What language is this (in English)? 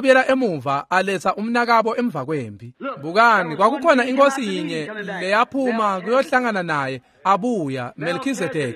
Swati